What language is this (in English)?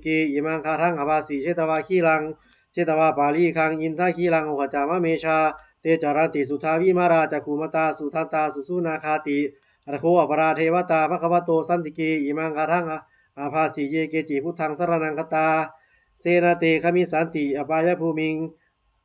Pali